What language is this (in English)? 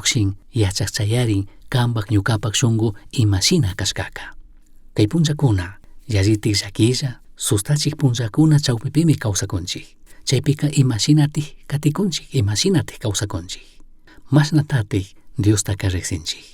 Chimborazo Highland Quichua